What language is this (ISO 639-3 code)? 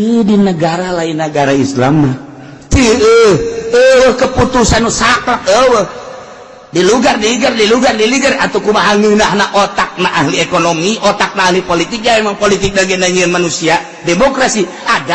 sun